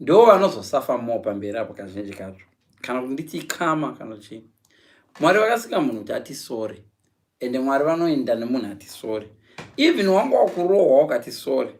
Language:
Shona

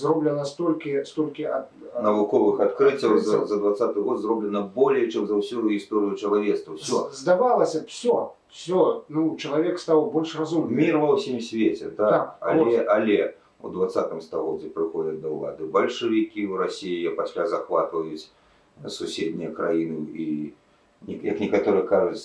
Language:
Belarusian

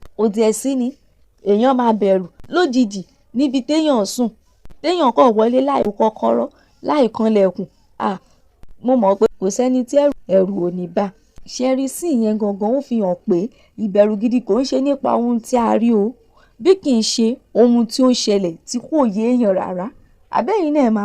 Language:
Yoruba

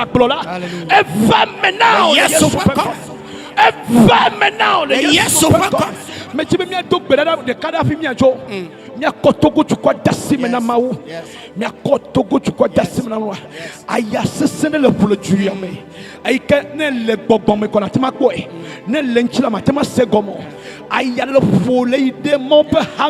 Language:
Ewe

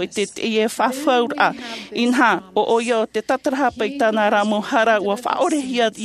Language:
Tahitian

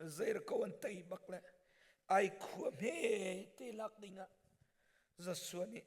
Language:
Hakha Chin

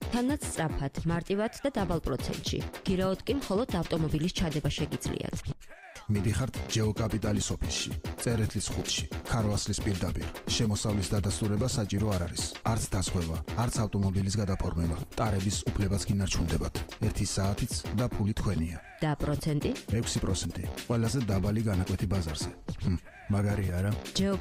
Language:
Georgian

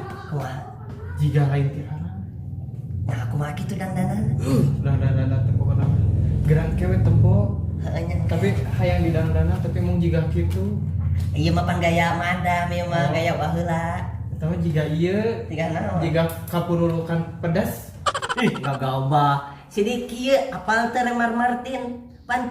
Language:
Sundanese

